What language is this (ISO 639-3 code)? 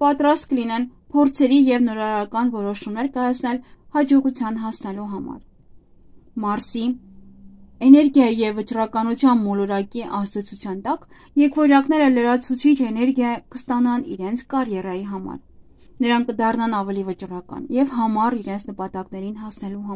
hye